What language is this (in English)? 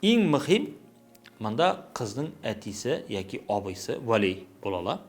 Tatar